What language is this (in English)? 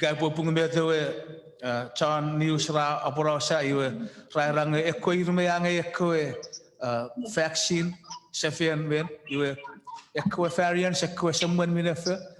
Chuukese